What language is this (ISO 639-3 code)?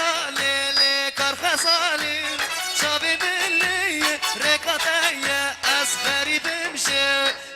kur